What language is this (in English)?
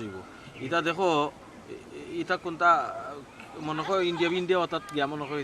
Sylheti